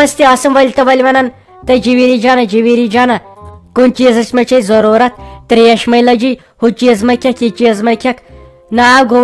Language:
Kashmiri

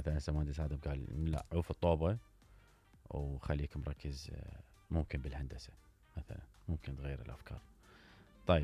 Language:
Mesopotamian Arabic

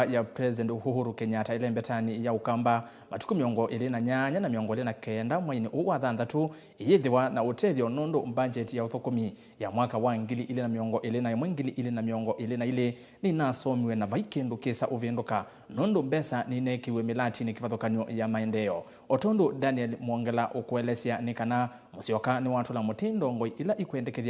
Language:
Kamba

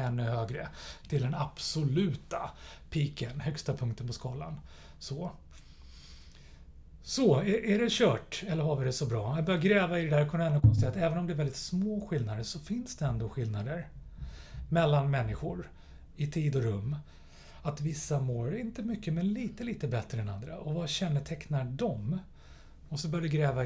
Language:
Swedish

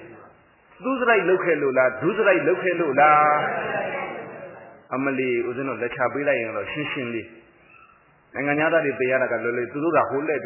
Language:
Burmese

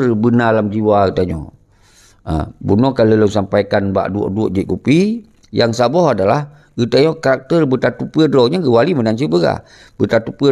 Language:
Achinese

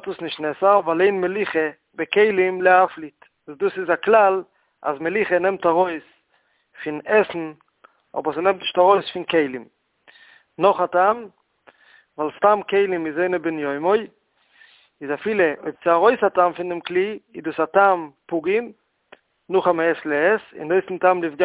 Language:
Yiddish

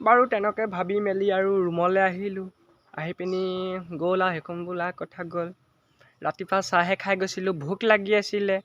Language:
Assamese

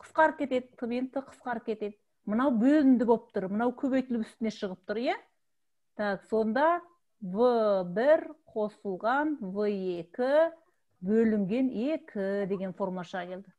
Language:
Kazakh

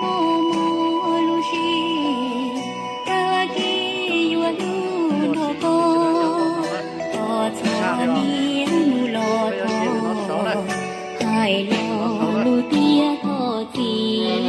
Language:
Hmong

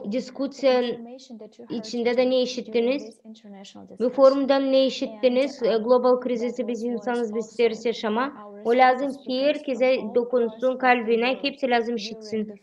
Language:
Gagauz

